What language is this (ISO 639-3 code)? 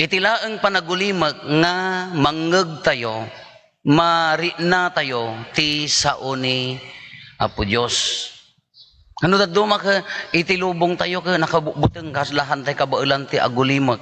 ilo